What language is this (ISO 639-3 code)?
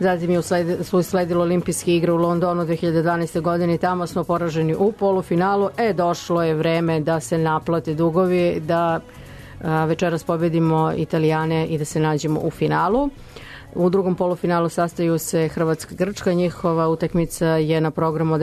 srp